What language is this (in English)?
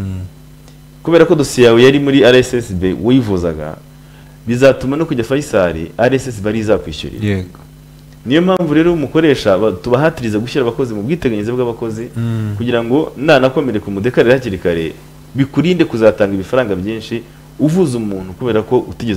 Kinyarwanda